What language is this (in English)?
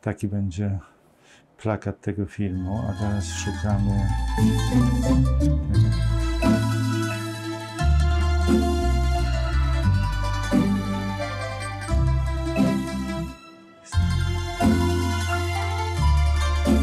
Polish